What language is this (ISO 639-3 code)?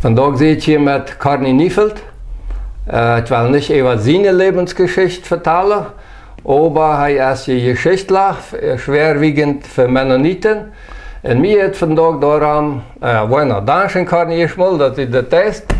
pdt